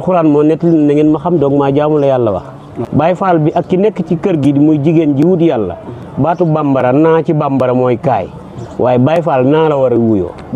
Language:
Wolof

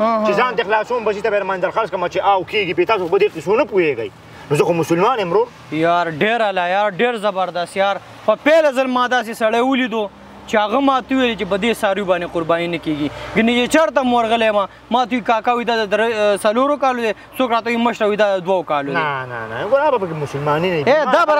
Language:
Pashto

